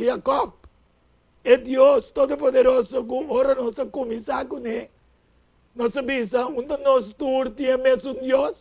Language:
Papiamento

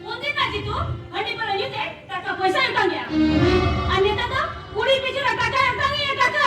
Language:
Santali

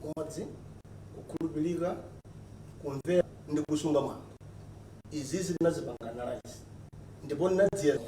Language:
Nyanja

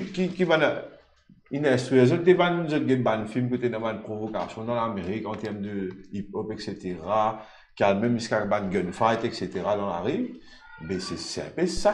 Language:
Morisyen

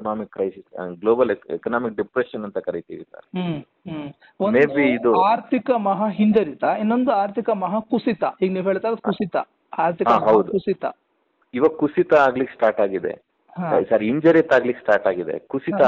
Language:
Kannada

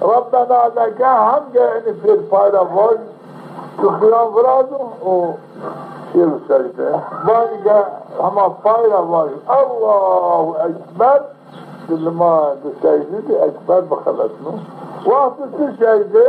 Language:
Zaza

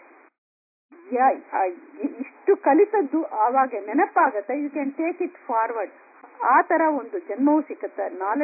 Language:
Kannada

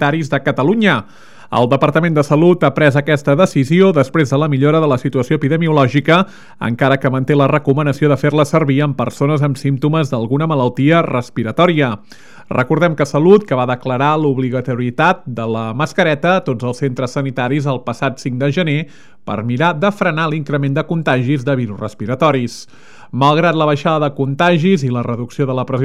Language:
Catalan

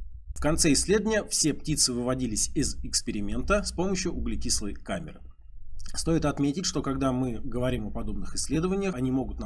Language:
Russian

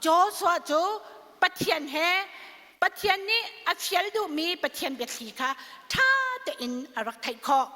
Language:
Hakha Chin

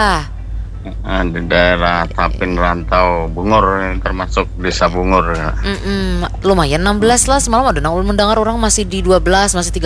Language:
Banjar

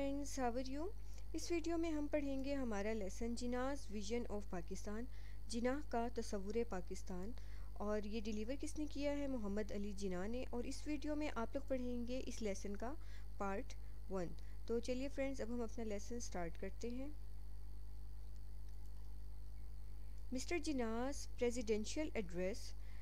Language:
Urdu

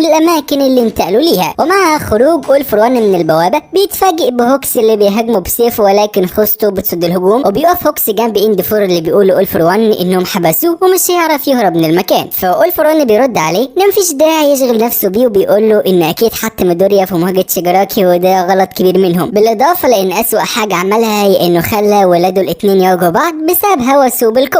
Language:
Egyptian Arabic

